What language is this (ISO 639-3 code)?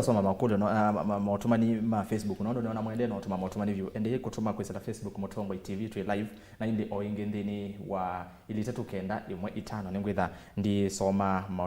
kam